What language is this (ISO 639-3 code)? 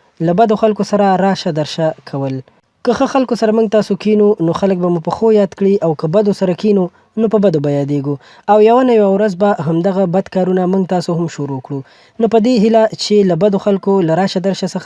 pus